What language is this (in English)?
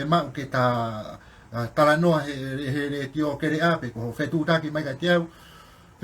Tongan